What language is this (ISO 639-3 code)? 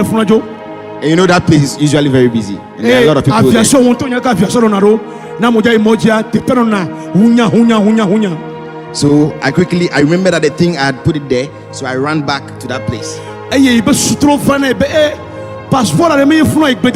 ewe